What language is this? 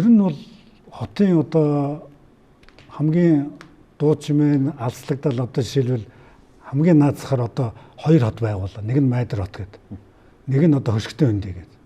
Mongolian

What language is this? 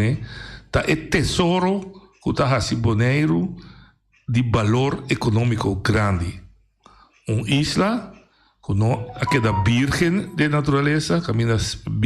Papiamento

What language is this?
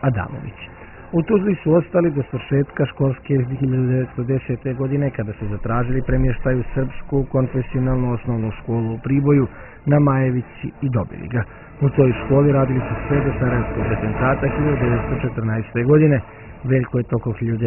Bosnian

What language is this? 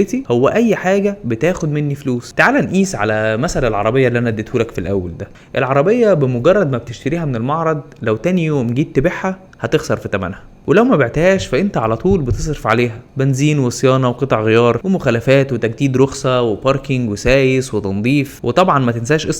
Egyptian Arabic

